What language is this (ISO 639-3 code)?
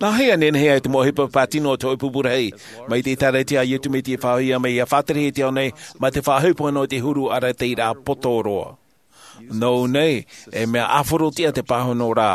tah